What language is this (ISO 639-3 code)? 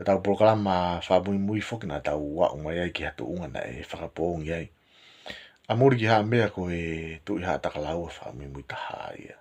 ton